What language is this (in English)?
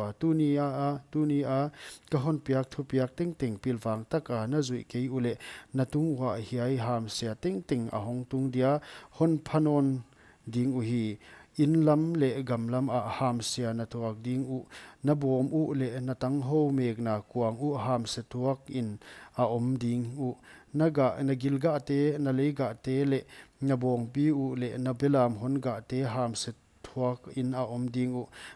Paite Chin